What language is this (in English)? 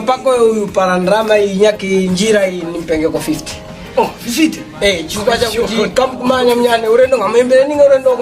Tumbuka